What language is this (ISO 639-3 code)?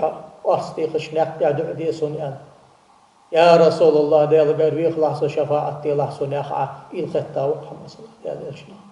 inh